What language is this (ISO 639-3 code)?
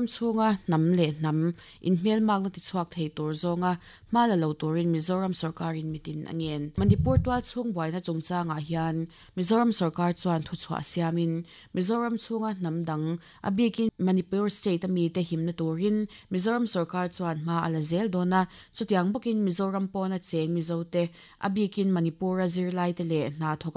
lus